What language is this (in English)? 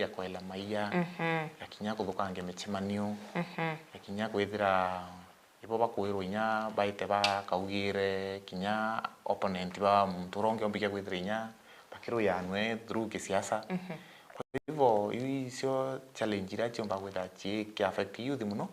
Meru